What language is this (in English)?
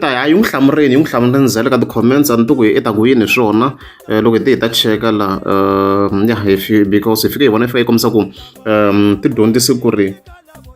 Tsonga